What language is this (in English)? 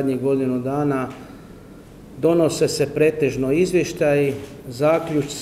Croatian